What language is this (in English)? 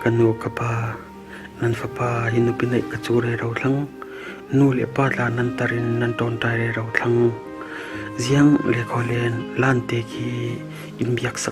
Falam Chin